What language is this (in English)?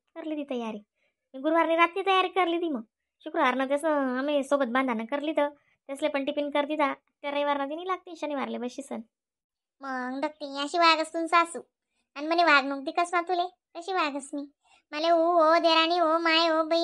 Khandesi